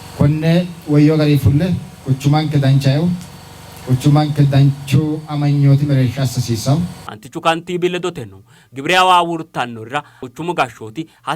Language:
Sidamo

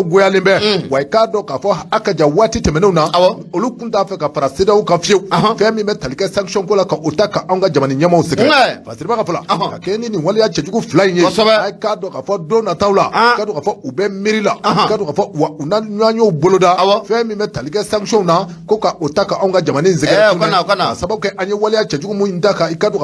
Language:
Bambara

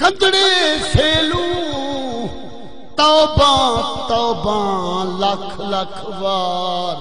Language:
Saraiki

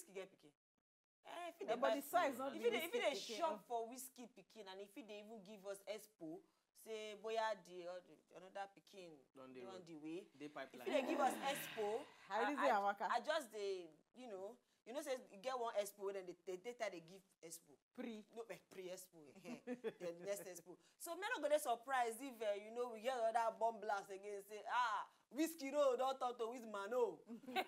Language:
Nigerian Pidgin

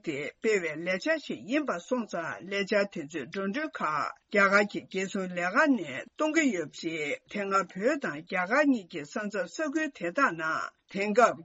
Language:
Tibetan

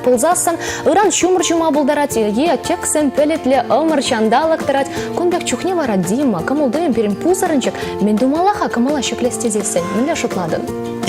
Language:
Chuvash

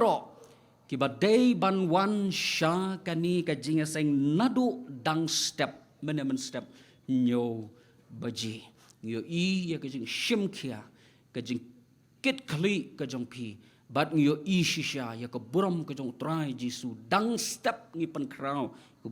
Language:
Khasi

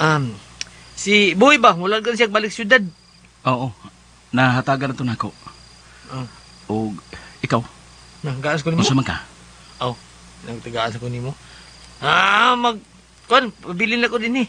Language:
Cebuano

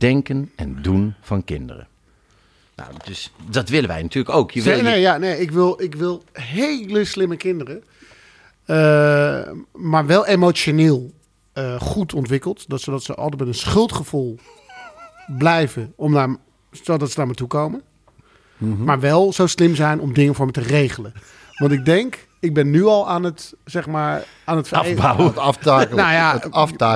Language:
Dutch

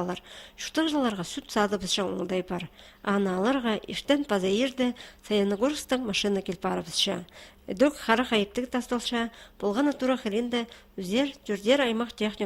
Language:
Khakas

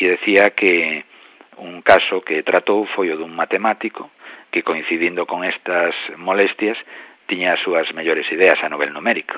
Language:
Galician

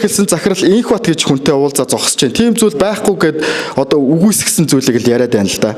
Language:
Mongolian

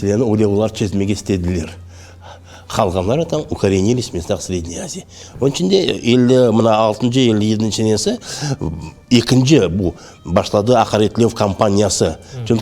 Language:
Crimean Tatar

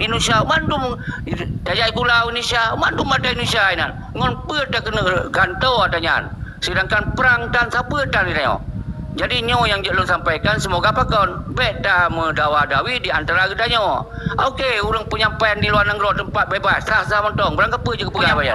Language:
Achinese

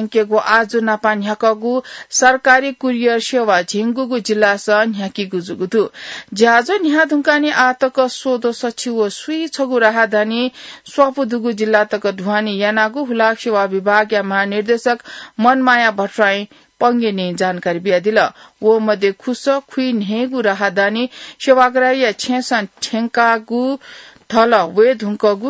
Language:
Newari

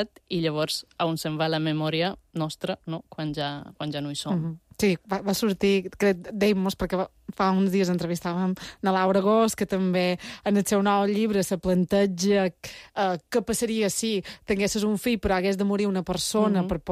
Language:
Catalan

